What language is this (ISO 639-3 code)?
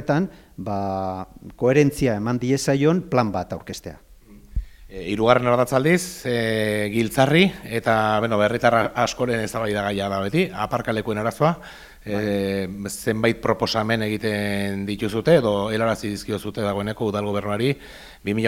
eus